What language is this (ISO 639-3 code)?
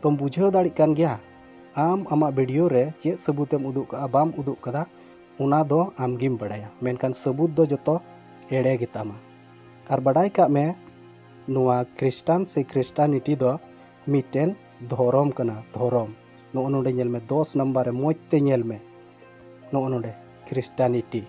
sat